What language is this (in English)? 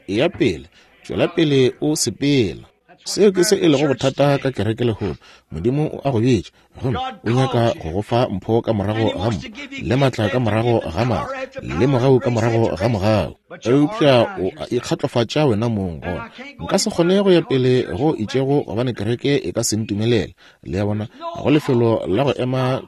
Northern Sotho